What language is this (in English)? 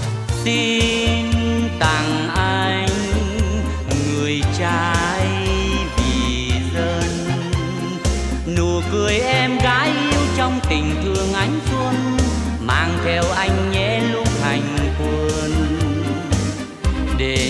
Vietnamese